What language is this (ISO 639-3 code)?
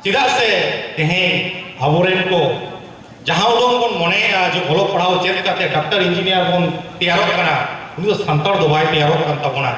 sat